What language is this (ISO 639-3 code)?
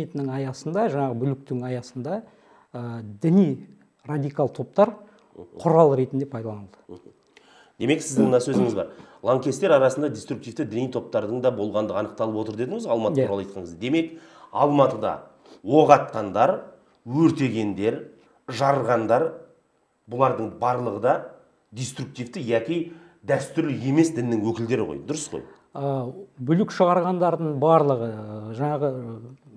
kaz